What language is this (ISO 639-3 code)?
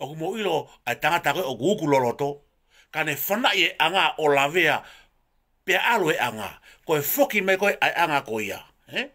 ton